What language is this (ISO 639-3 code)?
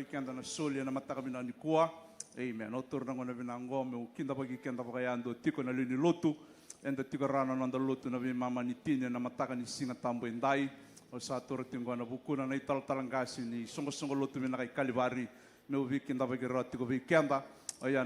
fij